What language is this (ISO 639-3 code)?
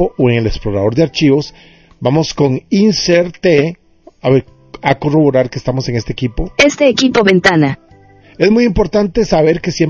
spa